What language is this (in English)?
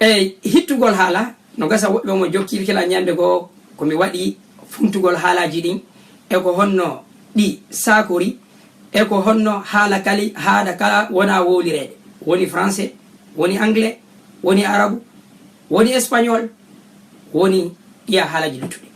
Fula